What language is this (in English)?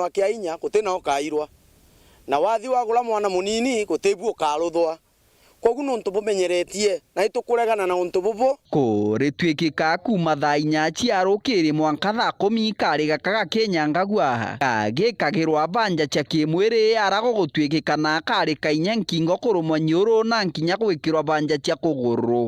Meru